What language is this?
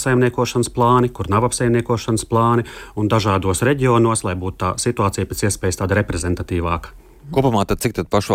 Latvian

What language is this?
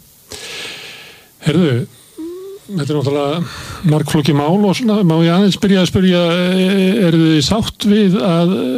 Icelandic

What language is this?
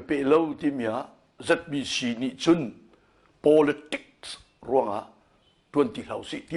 Hakha Chin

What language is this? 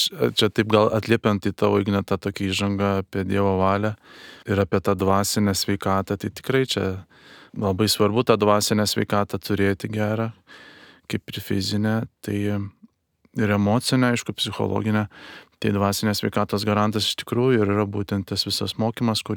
Lithuanian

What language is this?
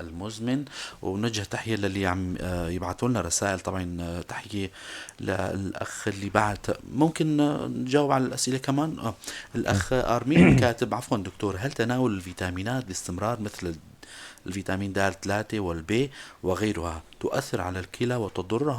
North Levantine Arabic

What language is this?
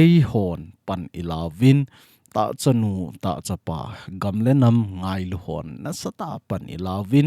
Thado Chin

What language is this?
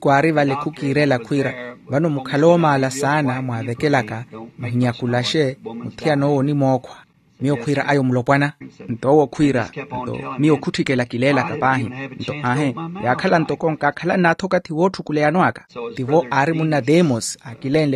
Makhuwa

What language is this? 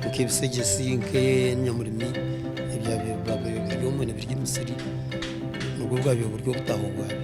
Nyankole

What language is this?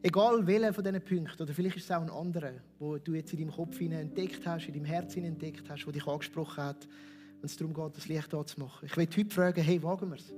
Swiss German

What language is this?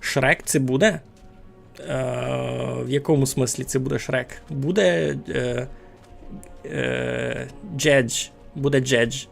Rusyn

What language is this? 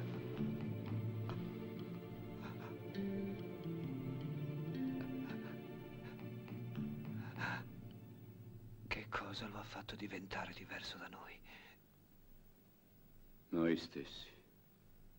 Italian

